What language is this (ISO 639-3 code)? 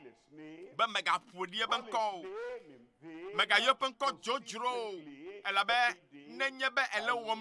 ewe